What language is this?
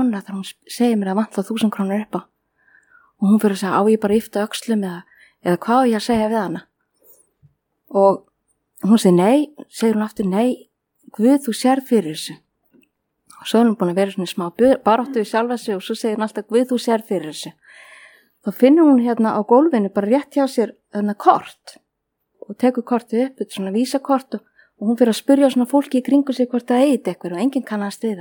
Icelandic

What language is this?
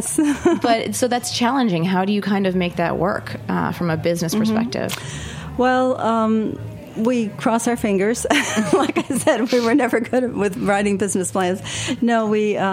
English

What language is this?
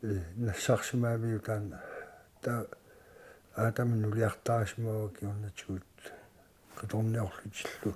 Kalaallisut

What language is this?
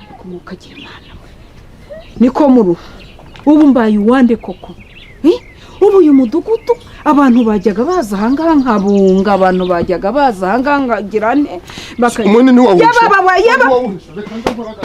Kinyarwanda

